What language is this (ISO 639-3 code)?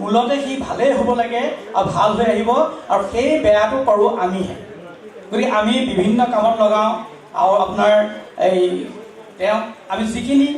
asm